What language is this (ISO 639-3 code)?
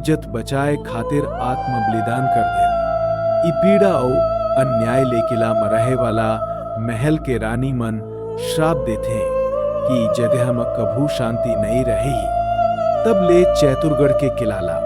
hne